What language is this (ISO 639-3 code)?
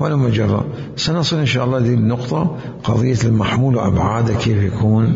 acm